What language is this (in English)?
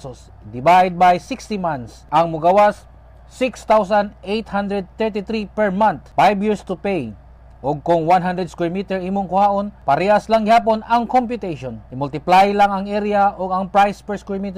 Cebuano